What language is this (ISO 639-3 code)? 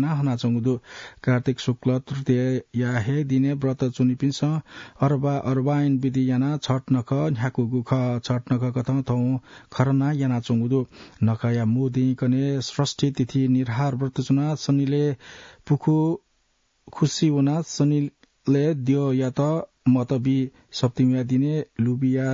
new